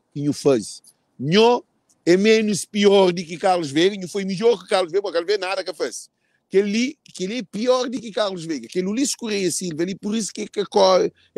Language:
Kabuverdianu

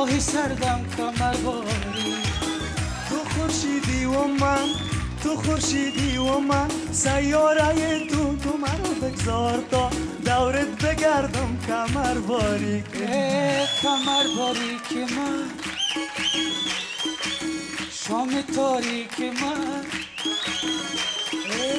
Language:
Persian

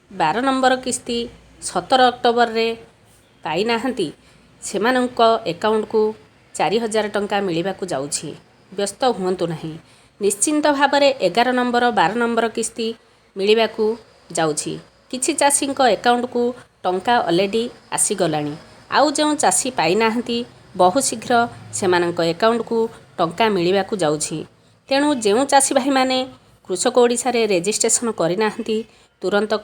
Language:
Odia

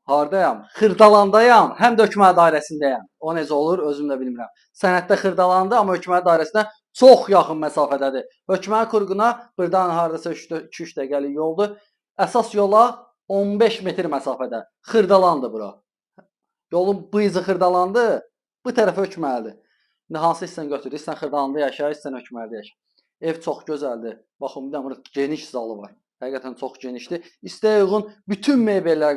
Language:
Azerbaijani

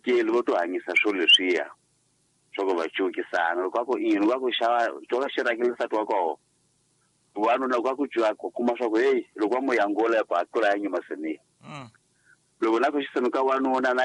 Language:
Tsonga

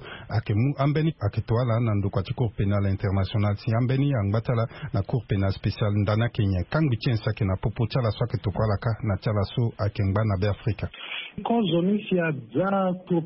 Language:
Sango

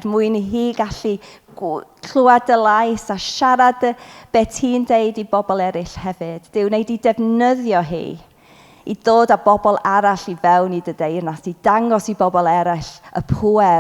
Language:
Welsh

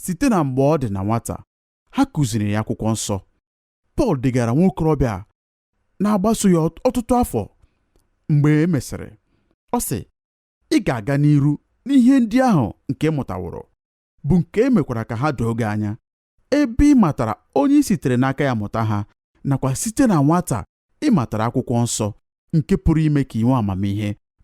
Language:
Igbo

